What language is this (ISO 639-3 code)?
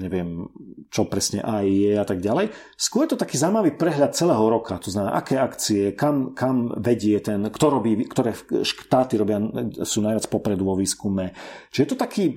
slk